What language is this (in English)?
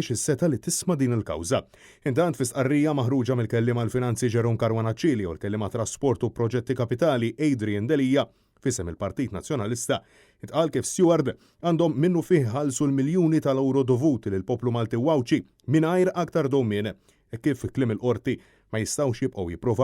Maltese